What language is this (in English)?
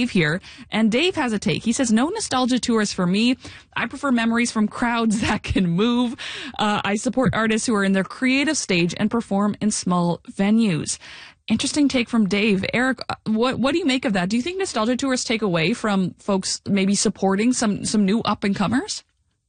English